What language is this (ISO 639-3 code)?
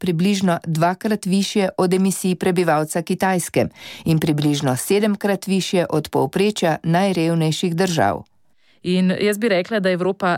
slv